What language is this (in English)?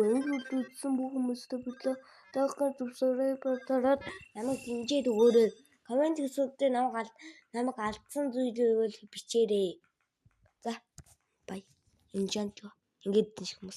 Mongolian